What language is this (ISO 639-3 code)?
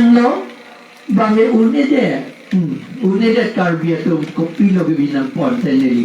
mjw